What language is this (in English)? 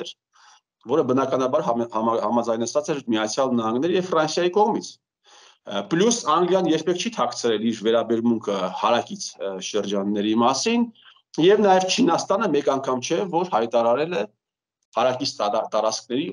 Armenian